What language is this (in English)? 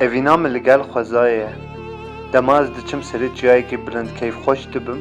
Kurdish